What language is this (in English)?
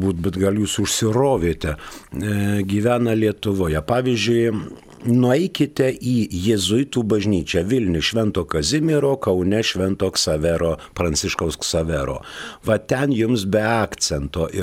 Lithuanian